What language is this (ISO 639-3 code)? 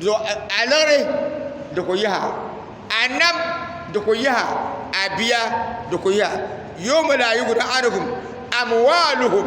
dag